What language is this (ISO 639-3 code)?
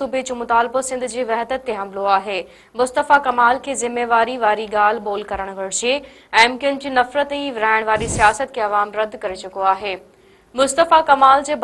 snd